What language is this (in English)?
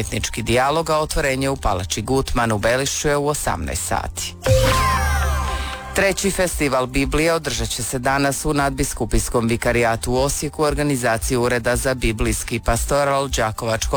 Croatian